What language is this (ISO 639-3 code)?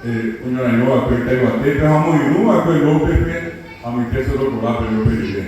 grn